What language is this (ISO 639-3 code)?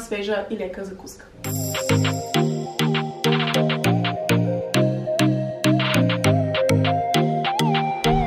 bul